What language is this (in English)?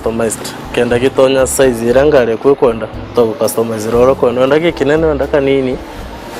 Meru